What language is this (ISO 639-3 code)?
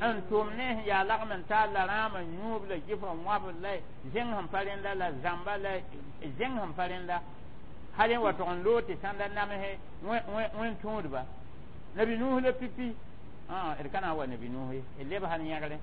mos